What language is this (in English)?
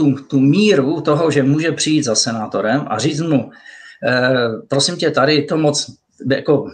Czech